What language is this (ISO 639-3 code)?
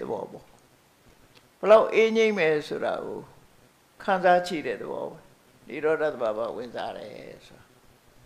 mya